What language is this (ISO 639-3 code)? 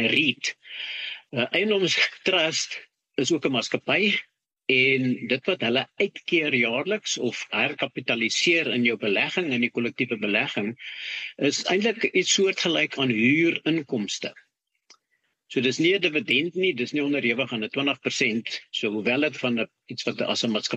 afr